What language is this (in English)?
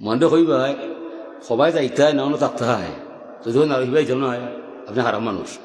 Sylheti